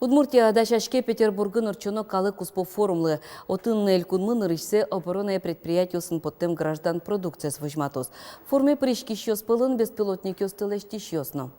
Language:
Udmurt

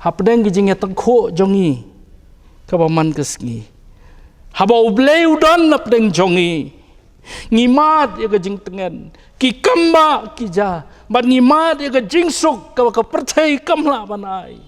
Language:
Khasi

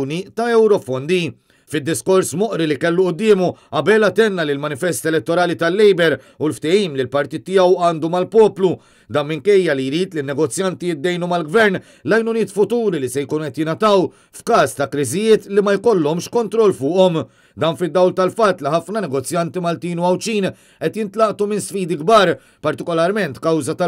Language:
Maltese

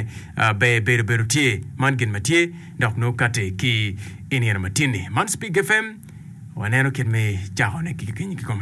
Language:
Acoli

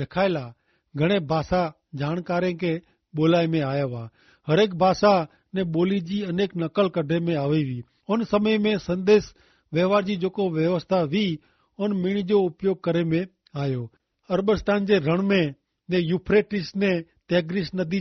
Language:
Kachhi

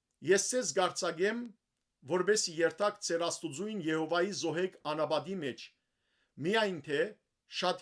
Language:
Western Armenian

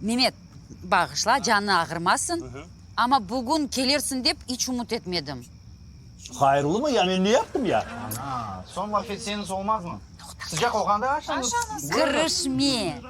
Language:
Crimean Tatar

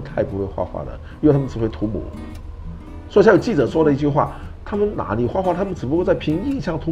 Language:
Chinese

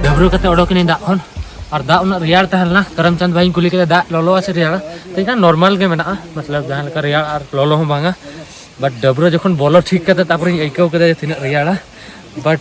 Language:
Santali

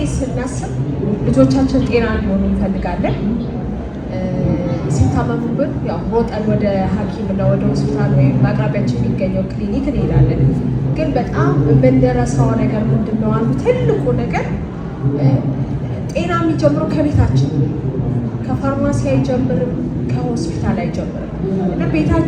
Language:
Amharic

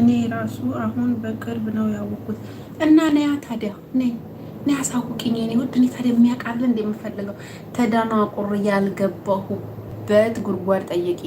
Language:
Amharic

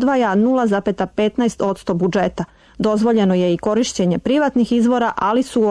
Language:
Serbian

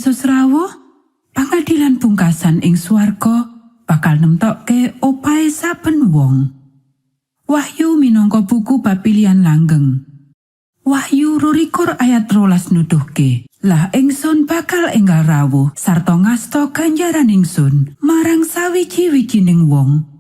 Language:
Javanese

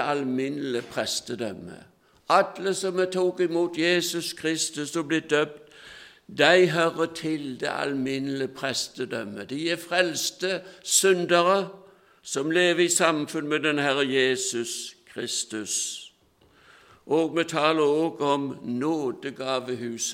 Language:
Norwegian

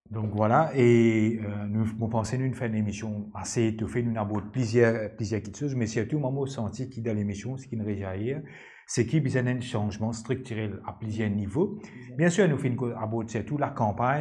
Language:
Morisyen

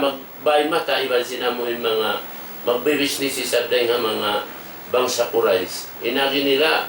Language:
Tausug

